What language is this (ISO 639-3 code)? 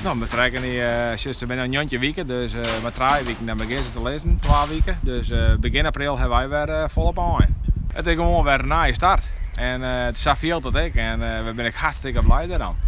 fry